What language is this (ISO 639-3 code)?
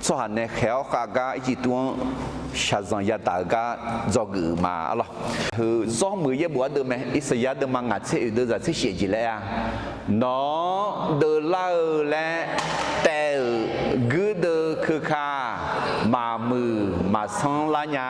ahk